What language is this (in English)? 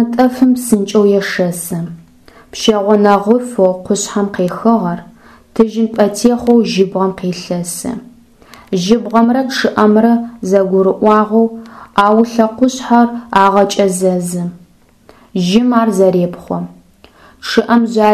Adyghe